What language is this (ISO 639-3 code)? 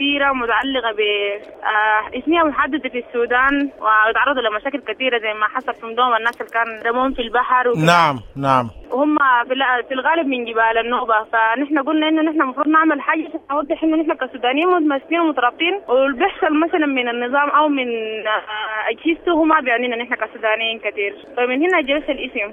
apd